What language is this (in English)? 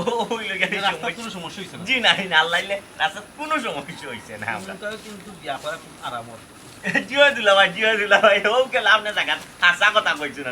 Sylheti